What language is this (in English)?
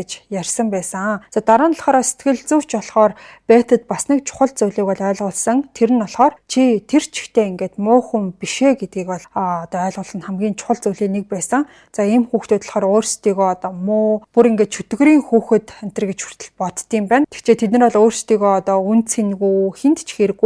Mongolian